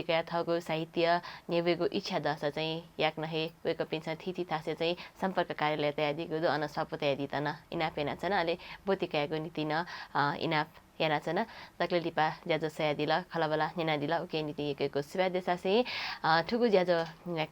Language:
Newari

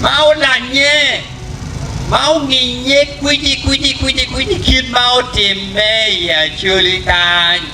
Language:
Acoli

